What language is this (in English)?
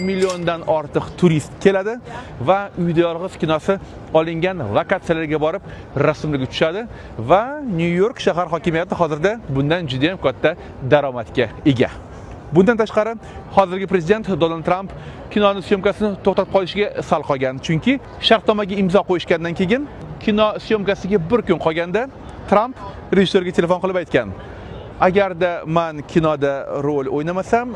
Uzbek